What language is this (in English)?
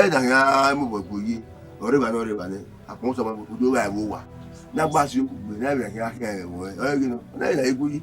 Bini